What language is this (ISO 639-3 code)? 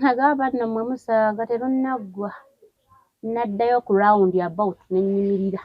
lug